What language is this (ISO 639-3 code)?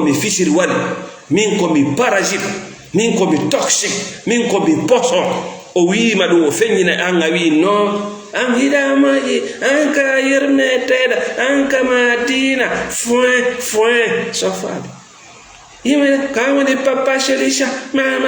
ful